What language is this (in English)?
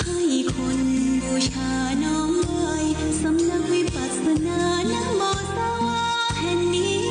Pali